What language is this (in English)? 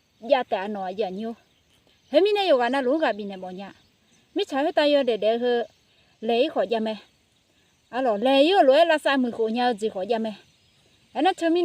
Akha